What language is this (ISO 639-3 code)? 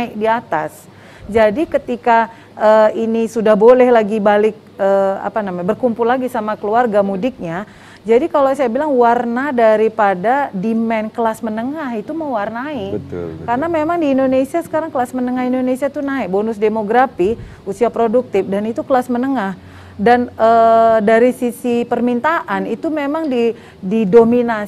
ind